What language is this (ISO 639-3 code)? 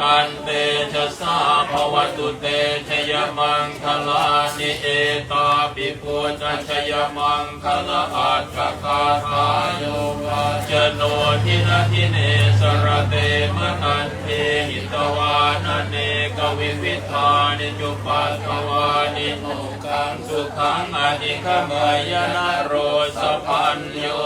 pli